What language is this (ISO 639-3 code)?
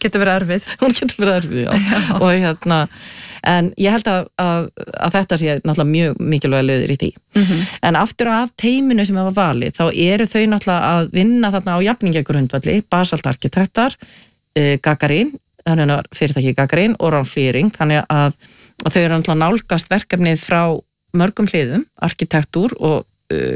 isl